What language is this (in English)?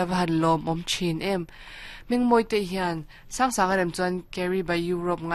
Mizo